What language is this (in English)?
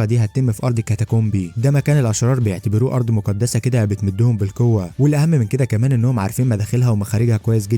Egyptian Arabic